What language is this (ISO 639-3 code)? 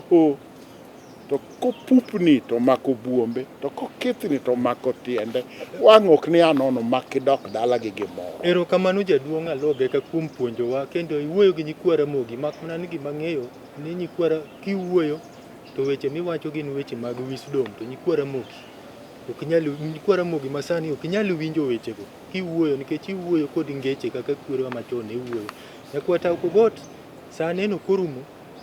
luo